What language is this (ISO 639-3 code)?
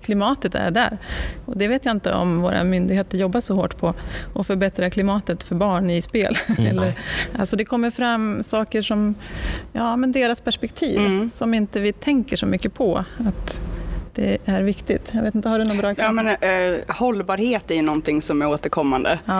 swe